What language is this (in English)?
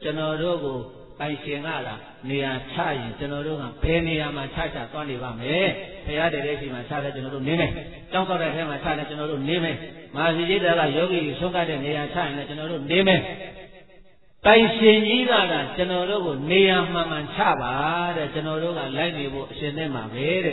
Burmese